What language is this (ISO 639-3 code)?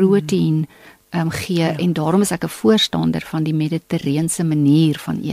afr